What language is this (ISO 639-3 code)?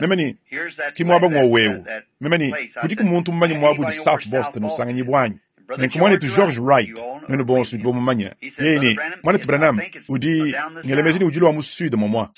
lua